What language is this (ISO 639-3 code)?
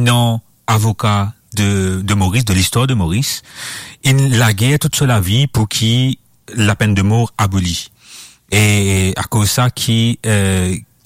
mfe